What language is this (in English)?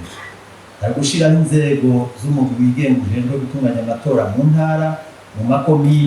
Rundi